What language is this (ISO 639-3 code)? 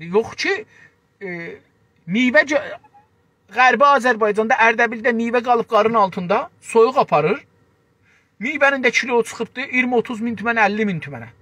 azb